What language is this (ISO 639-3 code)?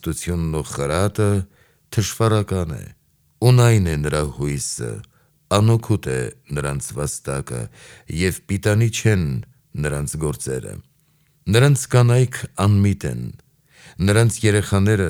hye